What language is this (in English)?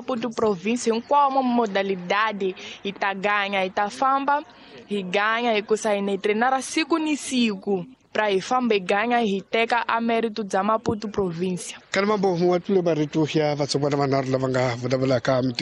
Tsonga